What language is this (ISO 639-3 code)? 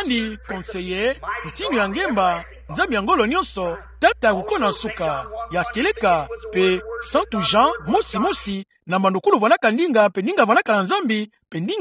ktu